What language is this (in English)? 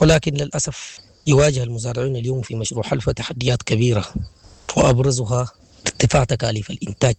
Sudanese Arabic